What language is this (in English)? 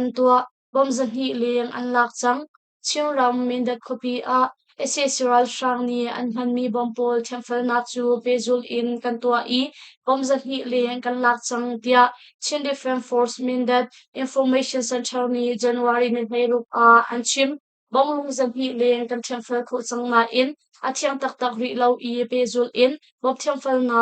Hakha Chin